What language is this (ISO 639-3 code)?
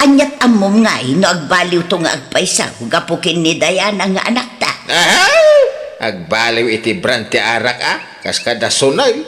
ilo